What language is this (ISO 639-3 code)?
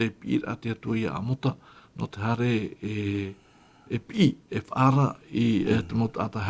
tah